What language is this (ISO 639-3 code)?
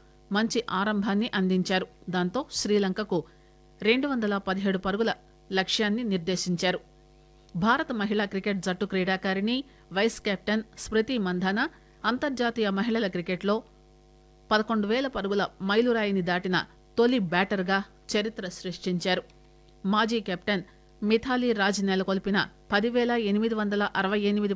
tel